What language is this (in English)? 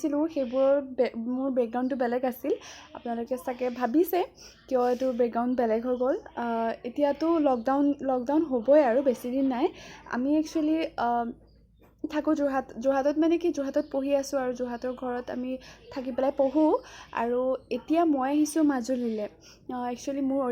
Assamese